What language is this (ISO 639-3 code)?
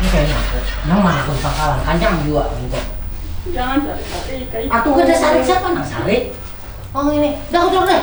bjn